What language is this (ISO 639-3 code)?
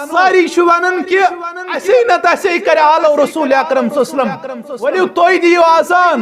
kas